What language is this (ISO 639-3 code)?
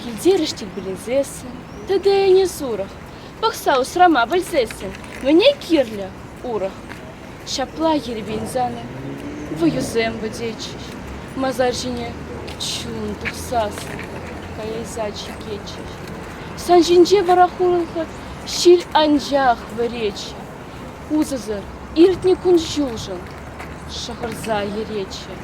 chv